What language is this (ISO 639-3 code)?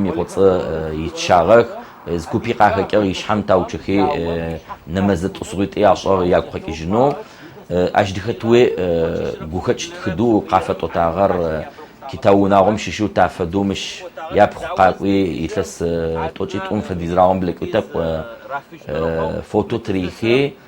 ady